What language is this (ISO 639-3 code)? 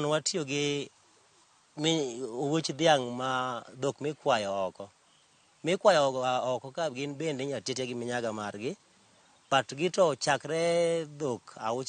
luo